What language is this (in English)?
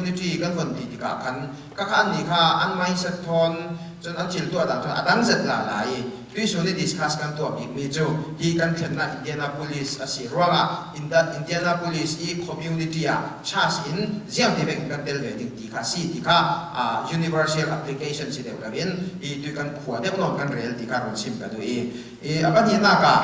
Falam Chin